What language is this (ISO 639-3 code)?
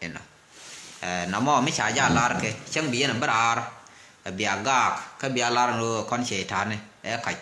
nus